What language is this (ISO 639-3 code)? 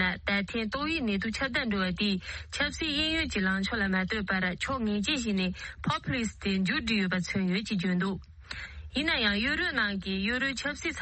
bod